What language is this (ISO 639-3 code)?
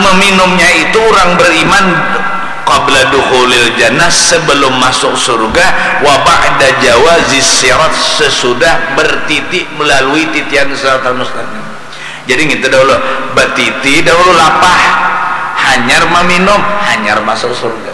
bjn